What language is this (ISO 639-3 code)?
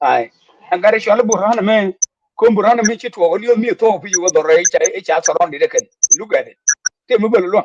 nus